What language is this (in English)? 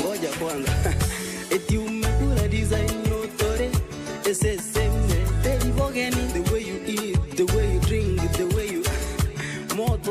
Gusii